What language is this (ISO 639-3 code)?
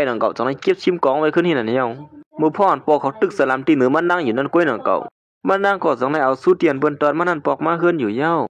shn